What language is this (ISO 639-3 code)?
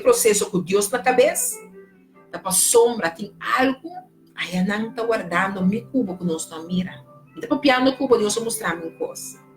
pap